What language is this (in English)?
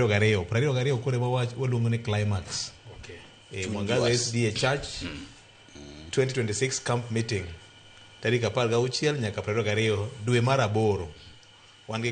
Luo (Kenya and Tanzania)